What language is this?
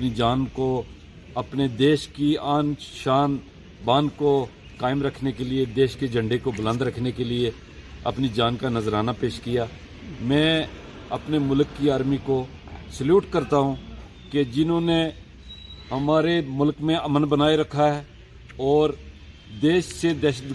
Hindi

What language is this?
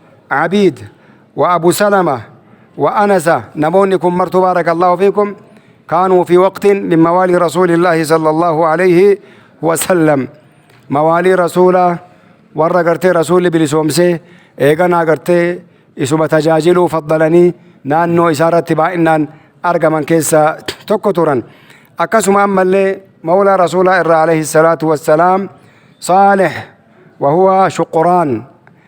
Oromo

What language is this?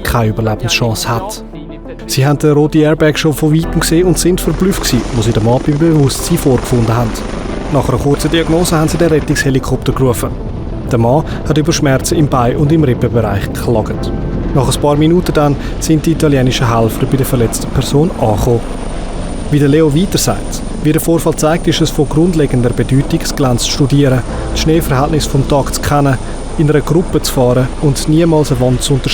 Swiss German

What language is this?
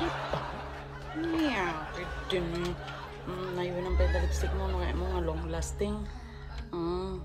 Iloko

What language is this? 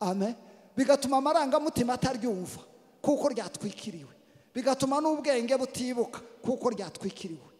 Kinyarwanda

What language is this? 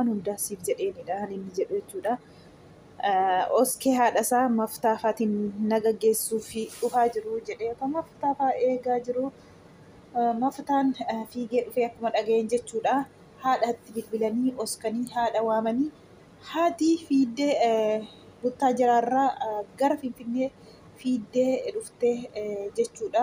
Oromo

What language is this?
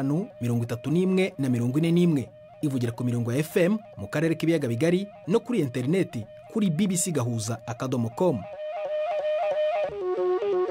Kinyarwanda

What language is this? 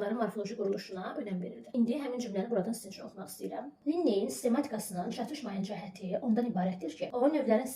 Azerbaijani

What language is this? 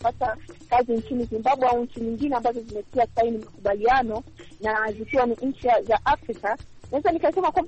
Swahili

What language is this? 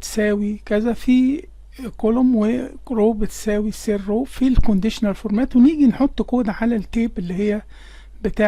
Egyptian Arabic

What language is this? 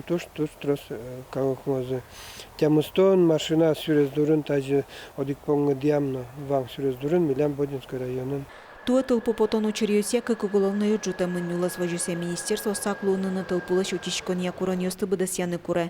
Udmurt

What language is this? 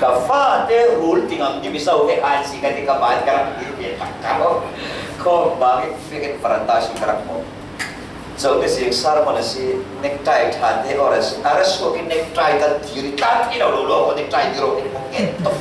Falam Chin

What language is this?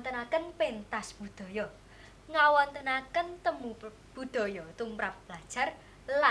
Javanese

